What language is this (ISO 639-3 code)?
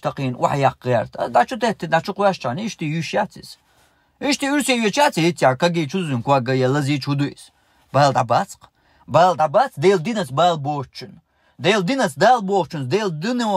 che